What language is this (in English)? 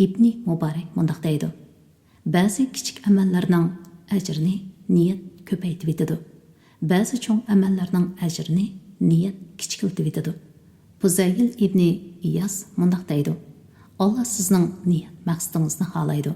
Uyghur